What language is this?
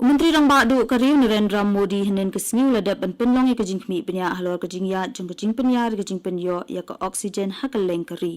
Khasi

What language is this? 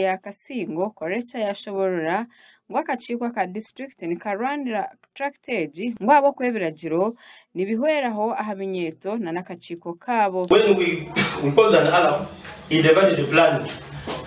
Nyankole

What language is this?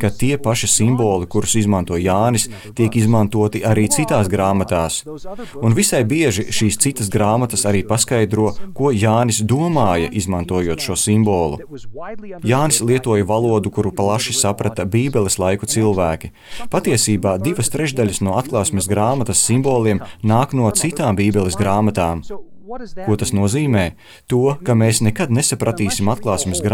Latvian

